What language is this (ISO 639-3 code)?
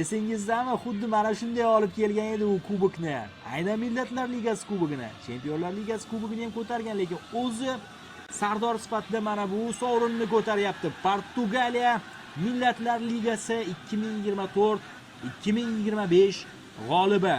uzb